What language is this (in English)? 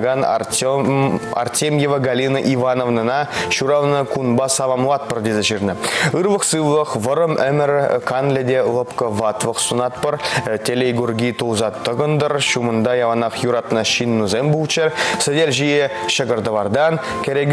Chuvash